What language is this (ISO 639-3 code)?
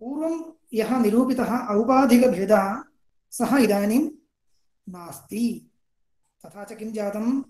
san